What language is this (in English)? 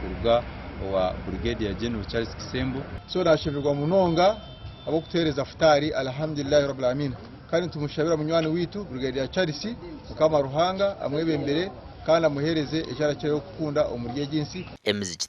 Nyankole